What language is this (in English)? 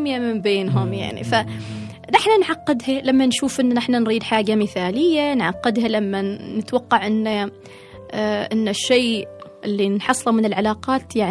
Gulf Arabic